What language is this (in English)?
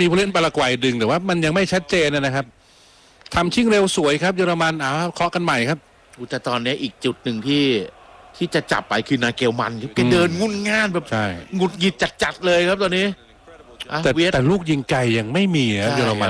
Thai